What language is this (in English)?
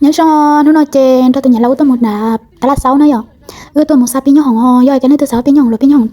Hmong